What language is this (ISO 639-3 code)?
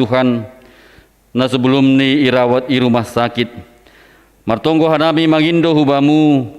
bts